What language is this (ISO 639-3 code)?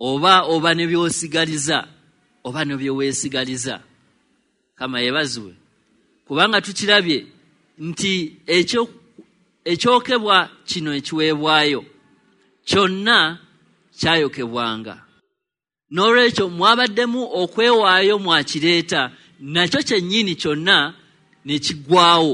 lug